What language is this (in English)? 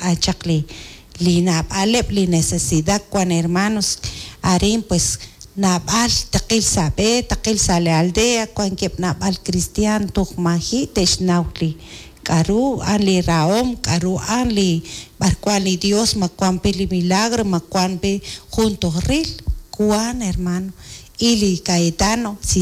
Kekchí